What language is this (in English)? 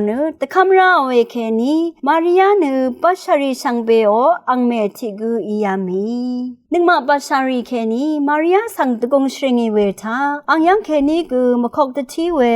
Rawang